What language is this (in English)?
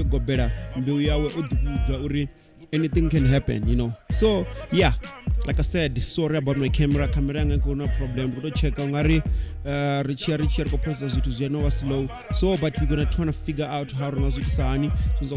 Venda